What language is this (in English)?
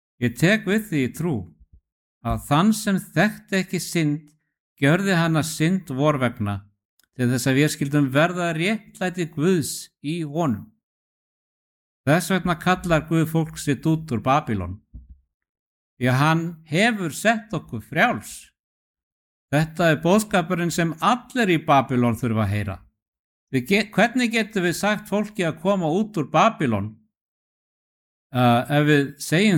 Icelandic